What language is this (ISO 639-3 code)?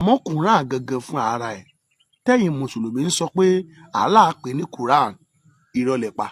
yor